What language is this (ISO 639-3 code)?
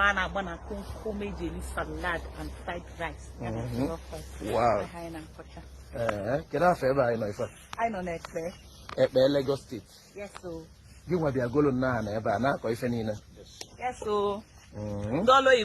ibo